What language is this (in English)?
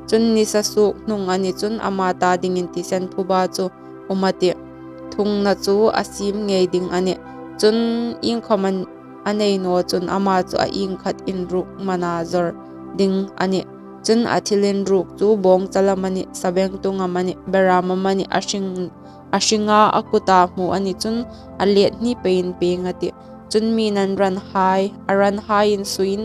Hmar